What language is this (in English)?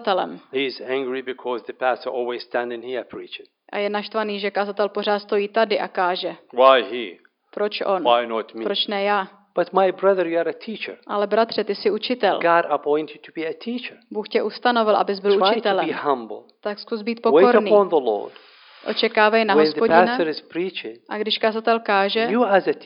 Czech